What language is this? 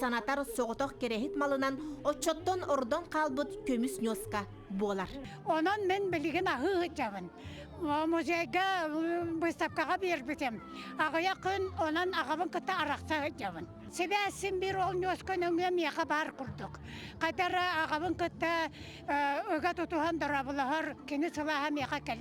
Yakut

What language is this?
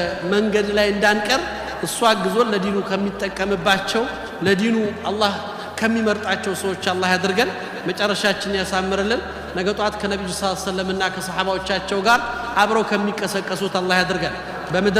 Amharic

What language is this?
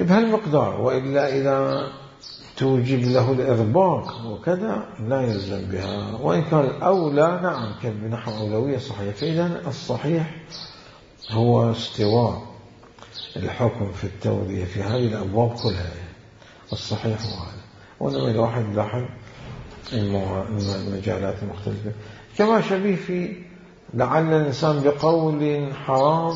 Mesopotamian Arabic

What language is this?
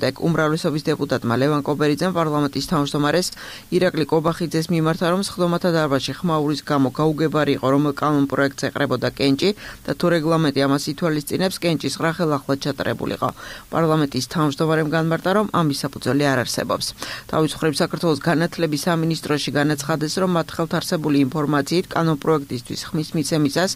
Georgian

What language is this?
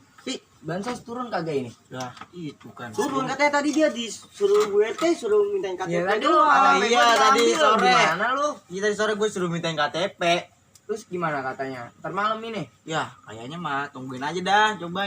Betawi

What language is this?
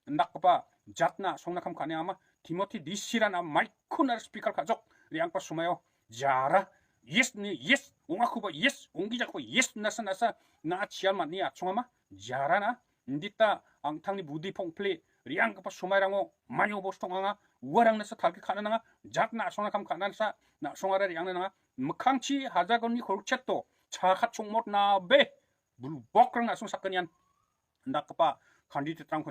Garo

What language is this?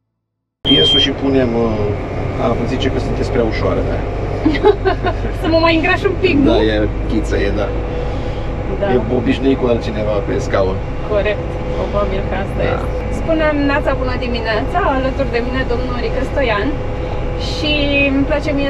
Romanian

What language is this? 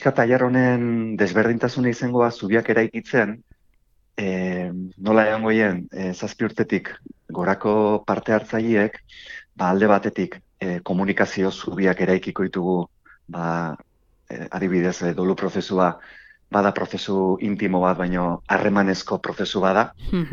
Basque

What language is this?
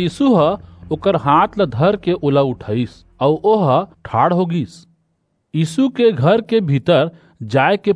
Chhattisgarhi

